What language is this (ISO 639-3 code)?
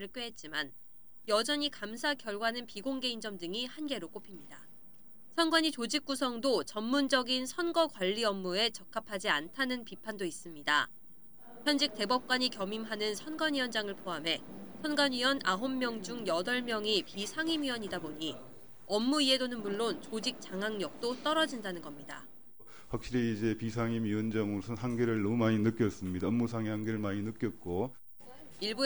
kor